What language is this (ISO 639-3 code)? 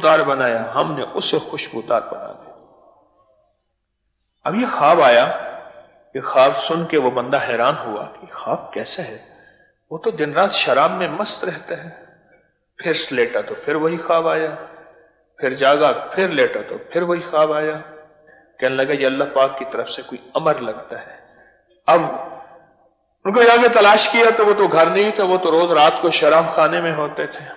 urd